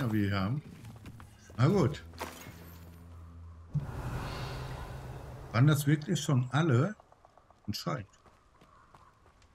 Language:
German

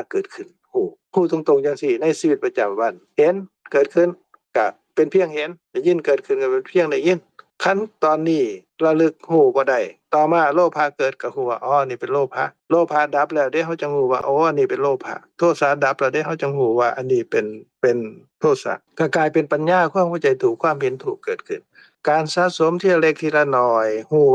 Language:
Lao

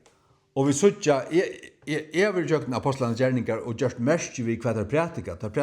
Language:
Faroese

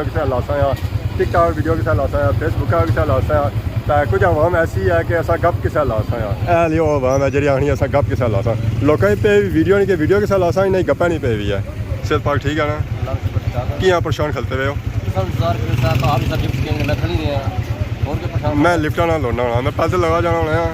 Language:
Pahari-Potwari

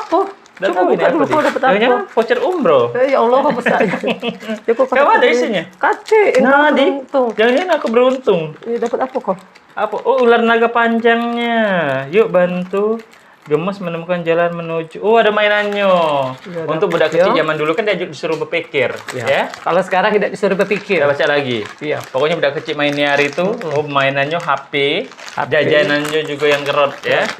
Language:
Musi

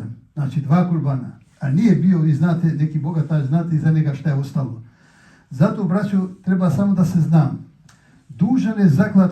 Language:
Bosnian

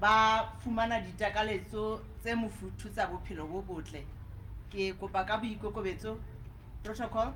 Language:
Southern Sotho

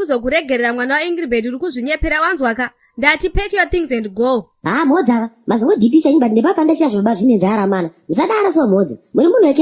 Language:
Shona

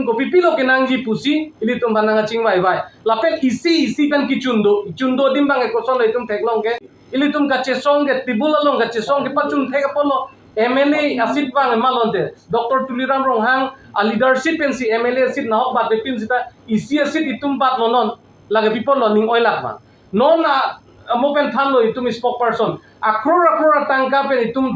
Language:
Karbi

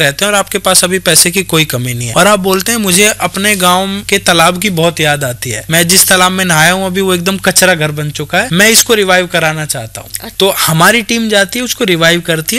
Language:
Hindi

